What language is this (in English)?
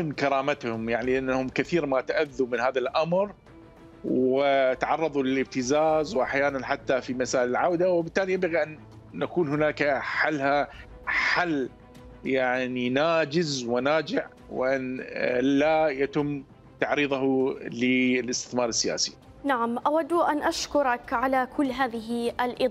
Mesopotamian Arabic